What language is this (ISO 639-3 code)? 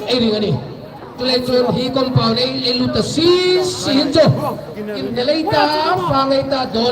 hmr